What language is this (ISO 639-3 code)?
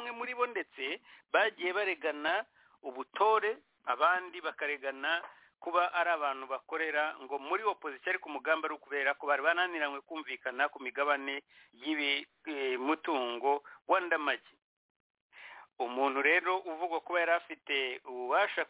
kin